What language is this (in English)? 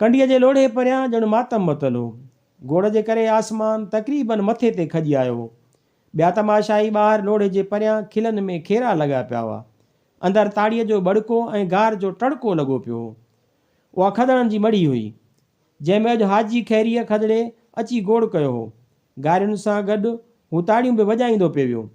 Sindhi